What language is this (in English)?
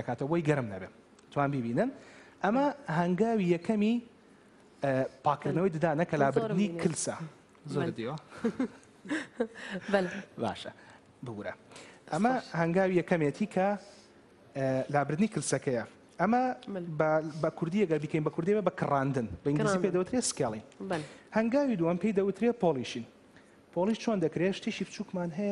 Central Kurdish